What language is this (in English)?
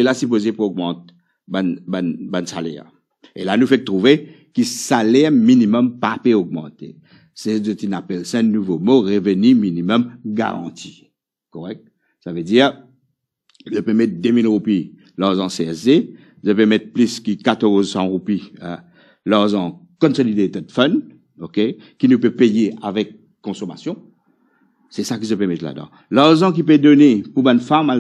Morisyen